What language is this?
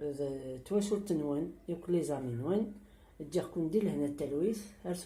Kabyle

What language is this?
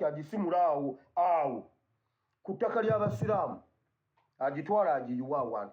Ganda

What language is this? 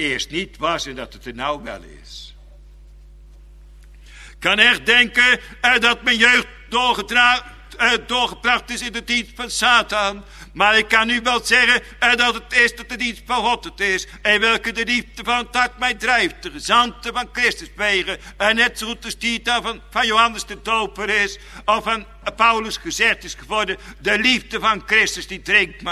Dutch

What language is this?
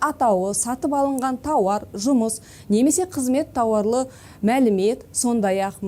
Kazakh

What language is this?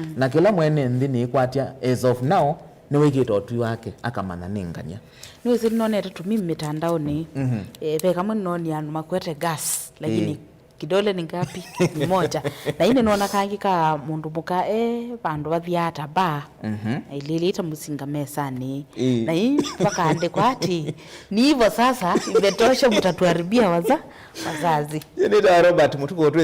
Kamba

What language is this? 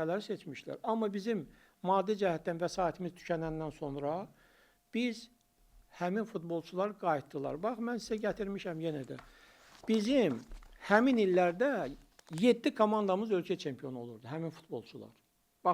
Azerbaijani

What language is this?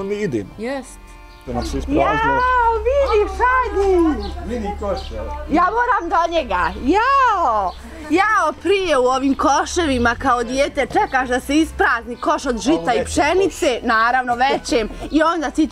Bosnian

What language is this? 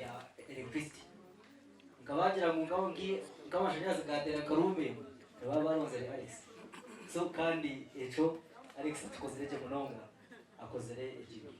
Nyankole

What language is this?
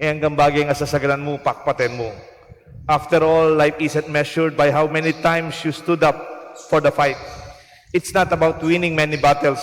Pampanga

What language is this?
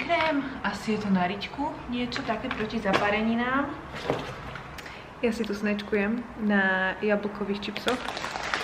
Slovak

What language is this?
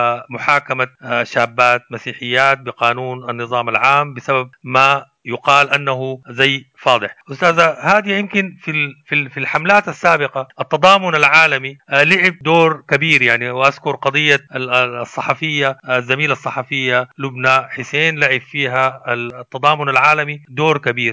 Sudanese Arabic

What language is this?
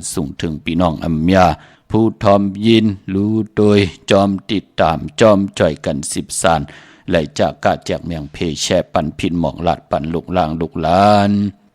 Shan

